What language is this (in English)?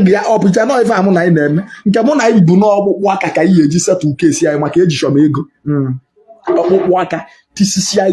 Igbo